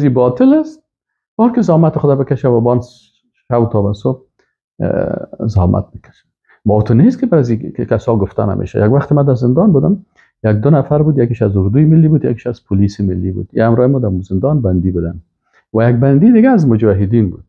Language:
Persian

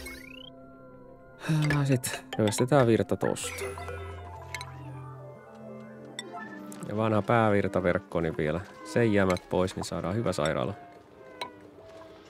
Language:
Finnish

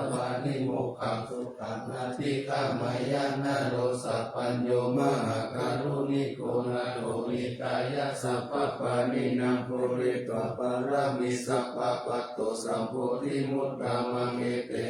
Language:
Pali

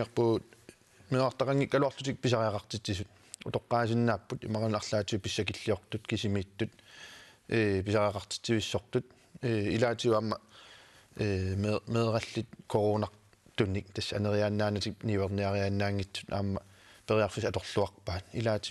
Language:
Kalaallisut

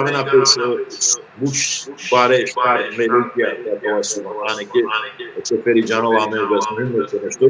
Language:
Balkan Romani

